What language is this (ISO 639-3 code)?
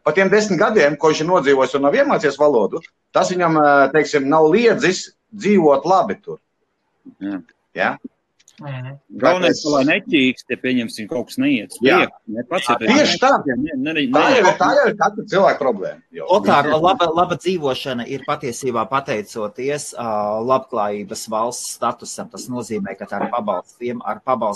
lav